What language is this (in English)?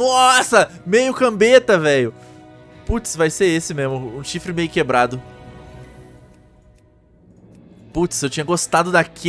Portuguese